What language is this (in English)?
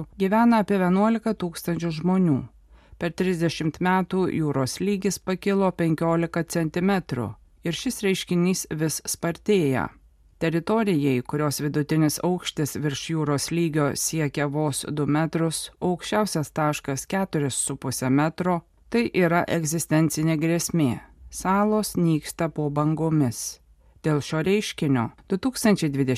Lithuanian